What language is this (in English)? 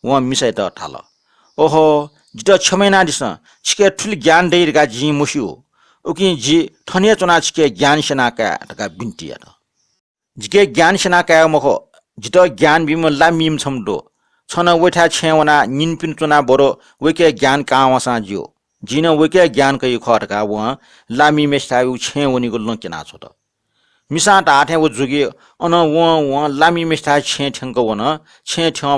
Newari